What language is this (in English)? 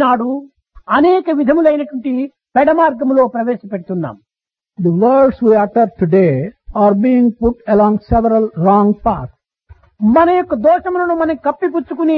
Telugu